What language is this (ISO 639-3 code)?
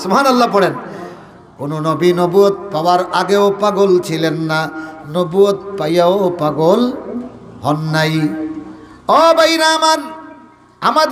syl